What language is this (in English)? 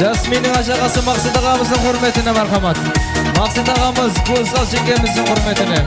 Kara-Kalpak